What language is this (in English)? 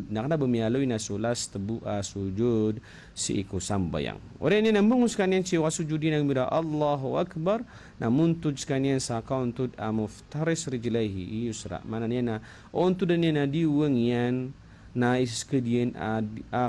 Maranao